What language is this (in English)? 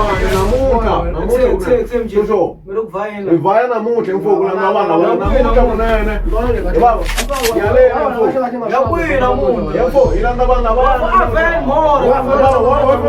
Tsonga